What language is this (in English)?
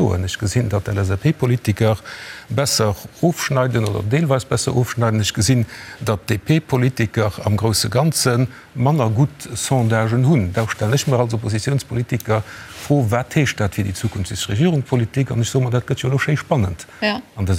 Luxembourgish